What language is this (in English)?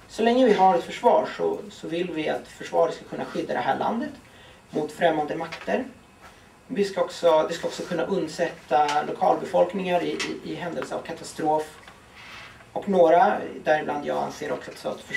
Swedish